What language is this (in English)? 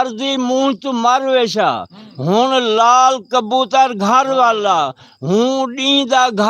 Saraiki